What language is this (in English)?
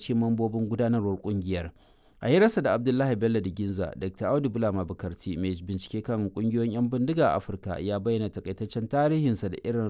Hausa